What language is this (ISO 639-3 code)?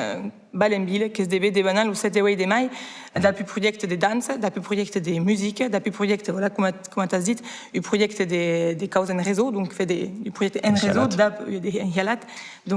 oci